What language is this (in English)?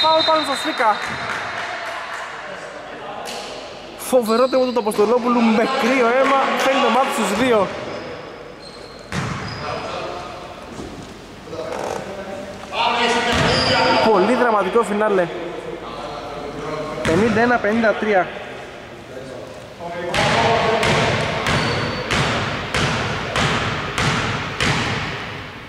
Greek